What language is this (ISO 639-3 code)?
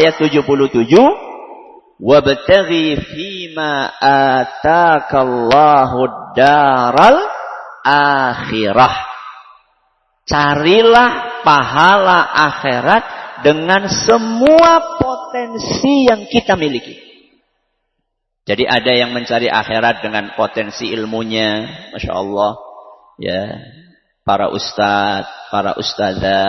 ind